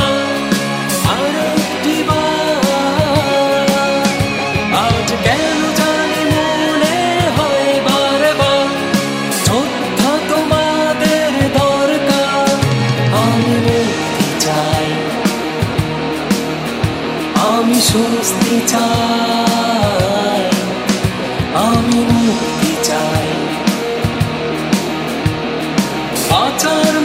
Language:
Bangla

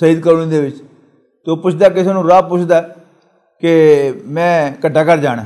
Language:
Western Panjabi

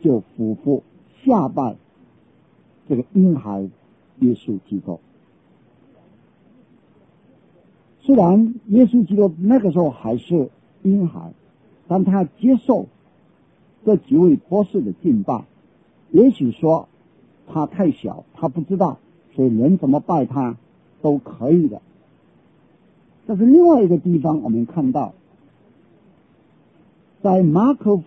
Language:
Chinese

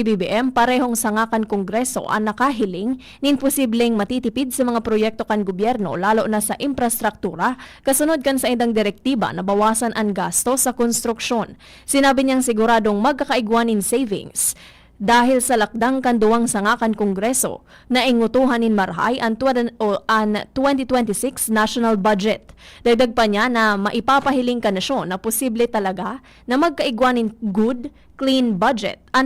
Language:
Bikol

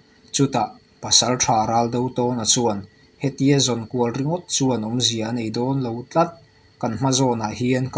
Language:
Mizo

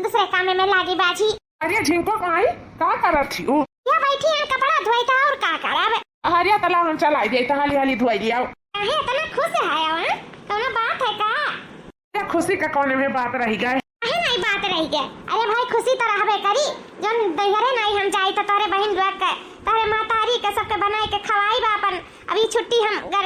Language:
Awadhi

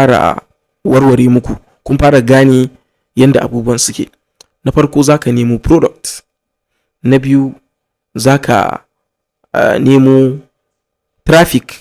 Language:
Hausa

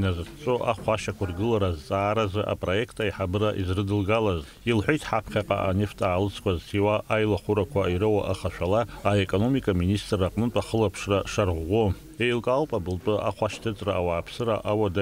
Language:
Abkhazian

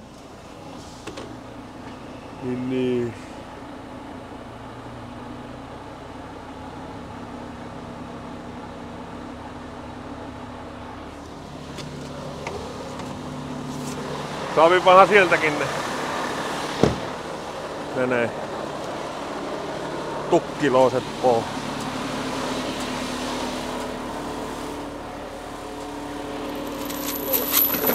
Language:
Finnish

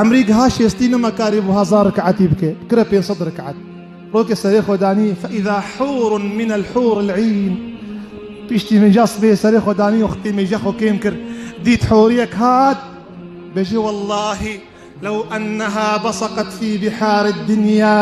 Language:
Kurdish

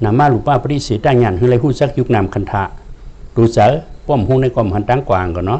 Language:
Shan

